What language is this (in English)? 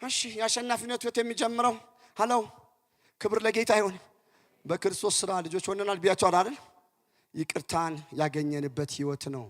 Amharic